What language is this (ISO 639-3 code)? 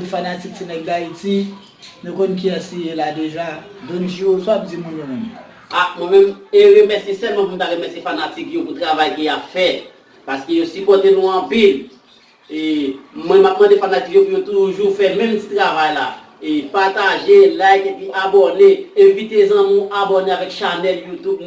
hat